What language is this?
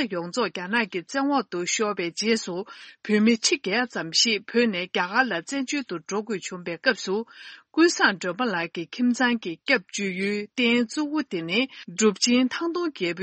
Tibetan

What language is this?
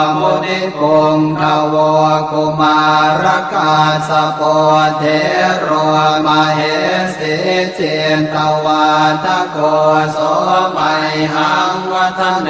Pali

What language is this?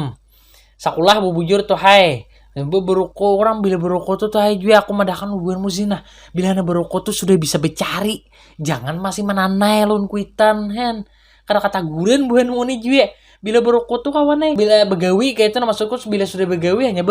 Banjar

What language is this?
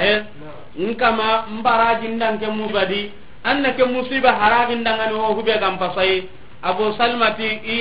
Soninke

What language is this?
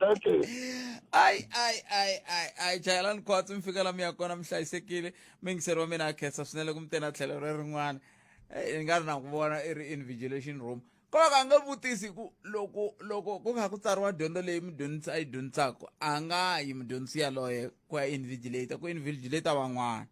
Tsonga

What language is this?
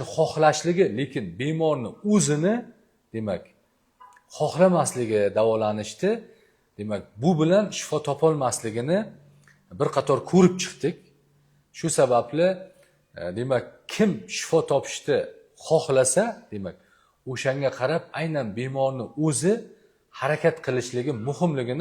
Uzbek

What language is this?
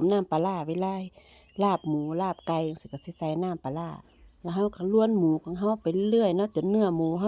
Lao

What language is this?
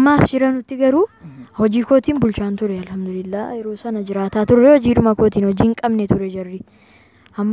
Oromo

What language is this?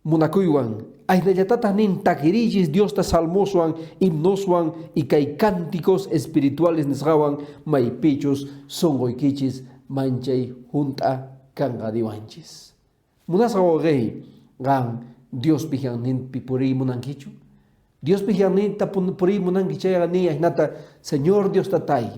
Quechua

